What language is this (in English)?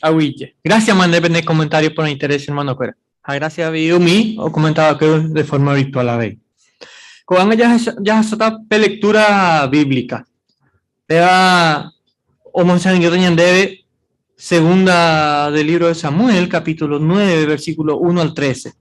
Guarani